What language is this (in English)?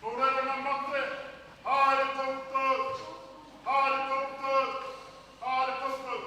Māori